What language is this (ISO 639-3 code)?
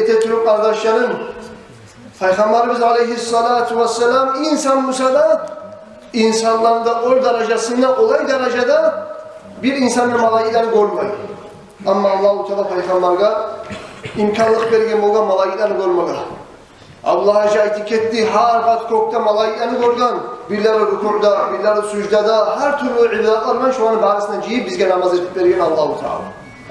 kum